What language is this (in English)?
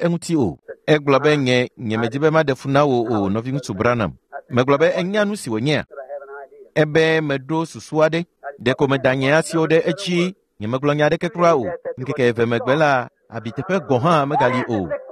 Ewe